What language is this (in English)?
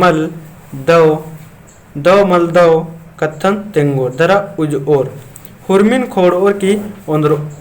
Kurukh